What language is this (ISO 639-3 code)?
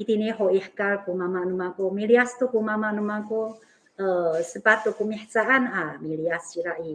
ami